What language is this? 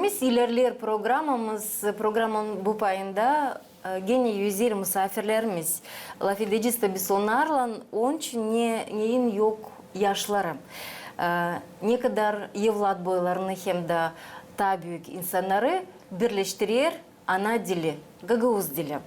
Gagauz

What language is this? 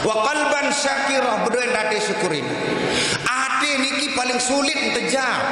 Sasak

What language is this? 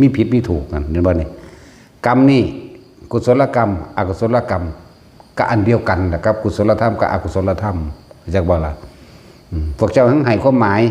Northeastern Thai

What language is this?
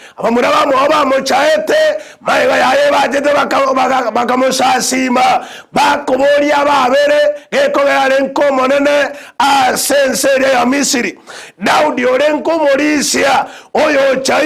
Gusii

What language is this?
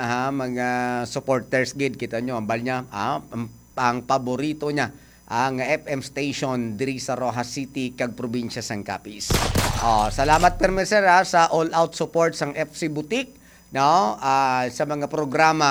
Hiligaynon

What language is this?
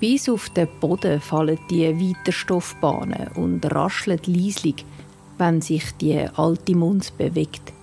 Swiss German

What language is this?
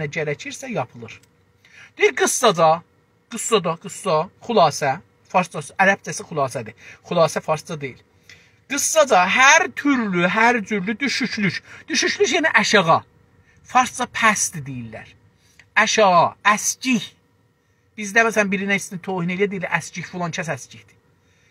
South Azerbaijani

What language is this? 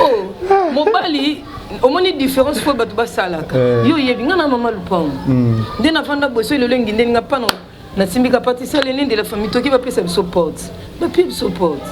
Lingala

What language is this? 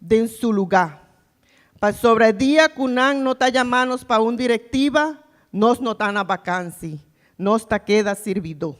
Papiamento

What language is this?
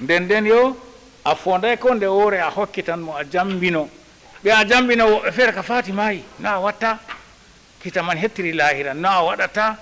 Fula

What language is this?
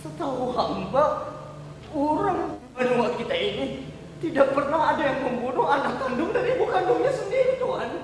Banjar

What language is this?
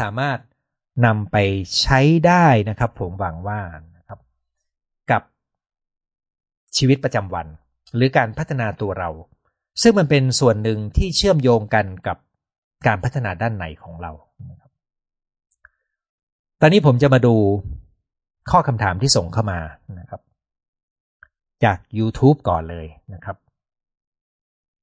Thai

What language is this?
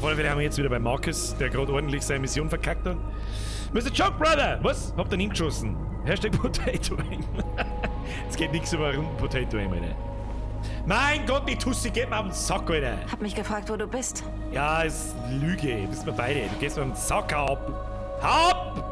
Bavarian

